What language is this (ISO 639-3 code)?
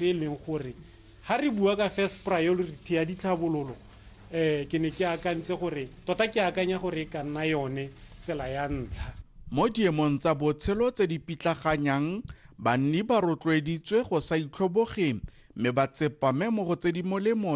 tsn